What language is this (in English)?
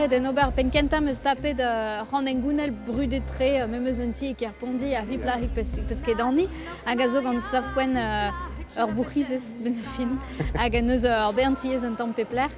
Breton